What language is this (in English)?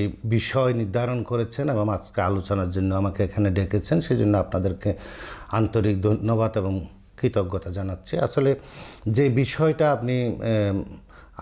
Bangla